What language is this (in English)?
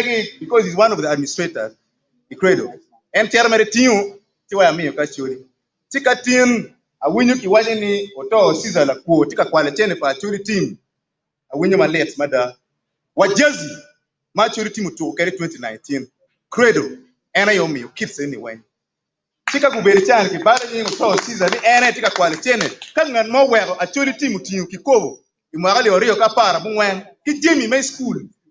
Acoli